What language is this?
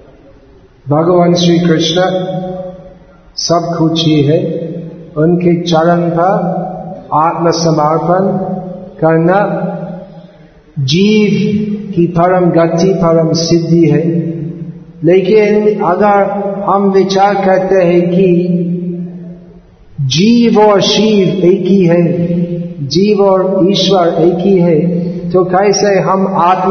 Hindi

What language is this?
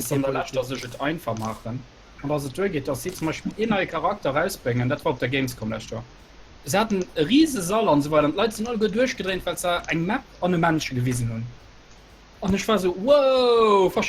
Luxembourgish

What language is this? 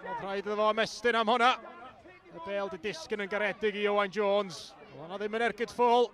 Welsh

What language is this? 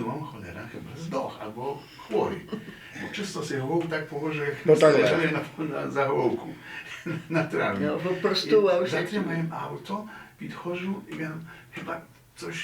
Rusyn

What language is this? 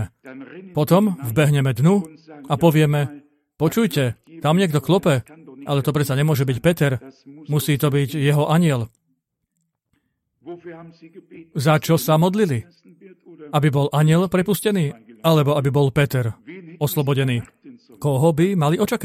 Slovak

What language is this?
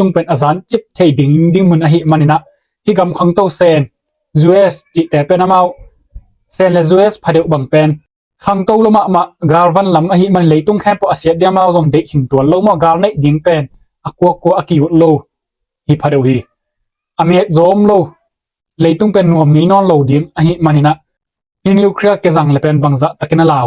Tedim Chin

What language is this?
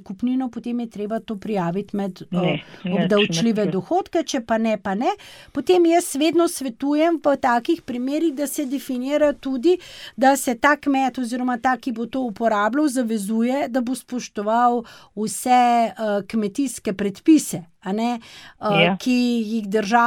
Slovenian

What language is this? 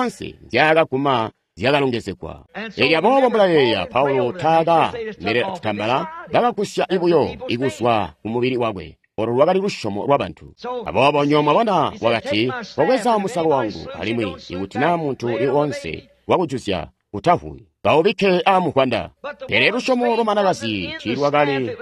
Tonga (Zambia)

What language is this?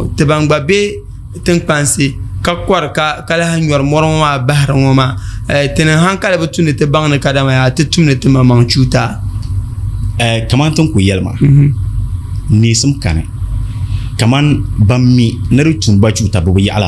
Dagbani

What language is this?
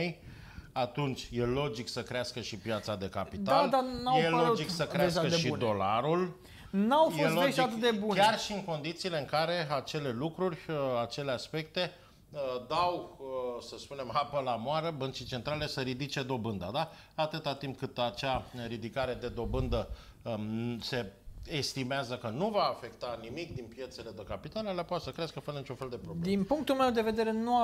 Romanian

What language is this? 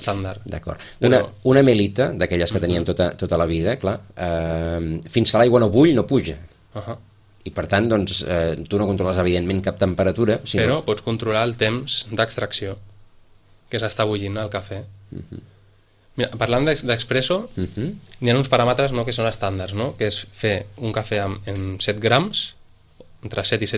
Catalan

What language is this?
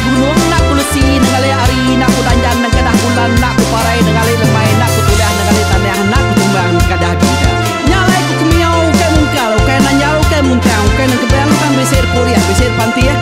Iban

